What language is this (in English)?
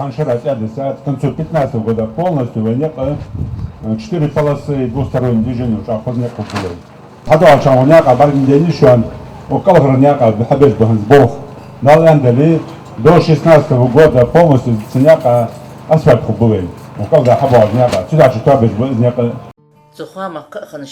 Ingush